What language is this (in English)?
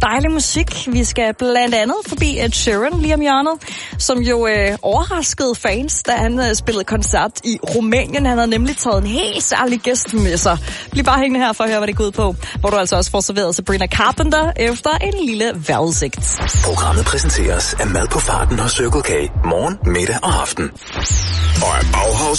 Danish